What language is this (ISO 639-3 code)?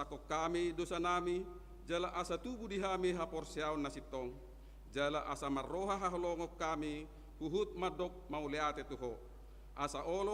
bbc